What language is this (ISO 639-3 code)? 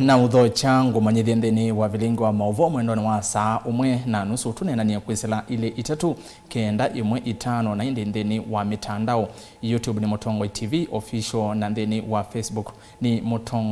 kam